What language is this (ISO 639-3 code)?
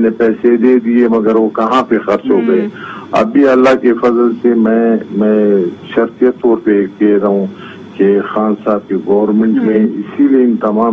urd